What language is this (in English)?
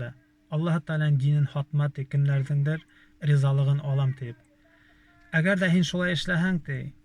Bashkir